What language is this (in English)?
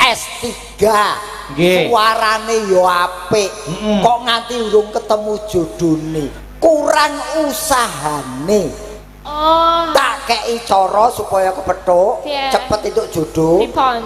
Javanese